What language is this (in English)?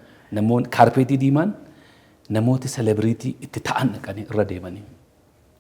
Oromo